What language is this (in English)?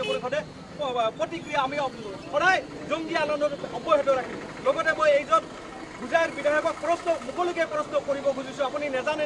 Assamese